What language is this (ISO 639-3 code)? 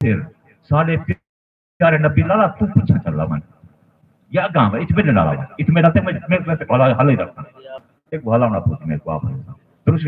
skr